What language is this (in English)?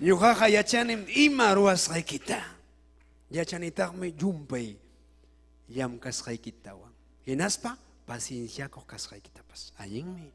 Ayacucho Quechua